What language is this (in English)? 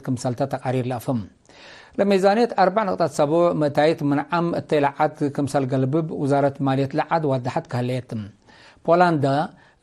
Tigre